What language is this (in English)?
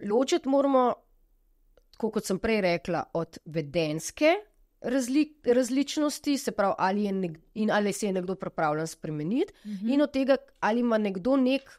Slovenian